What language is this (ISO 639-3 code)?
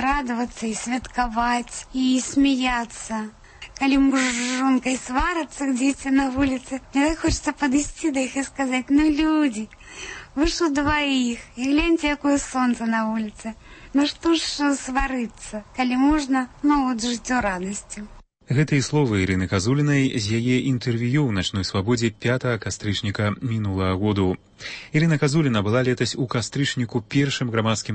bel